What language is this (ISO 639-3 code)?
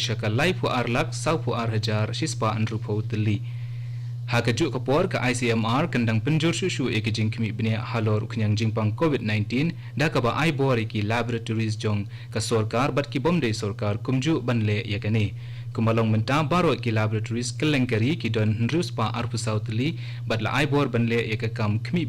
kha